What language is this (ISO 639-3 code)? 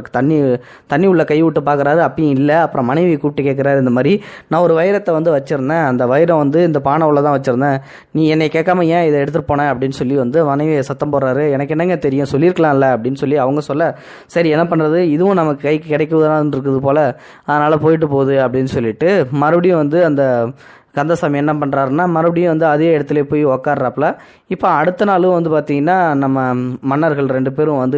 tam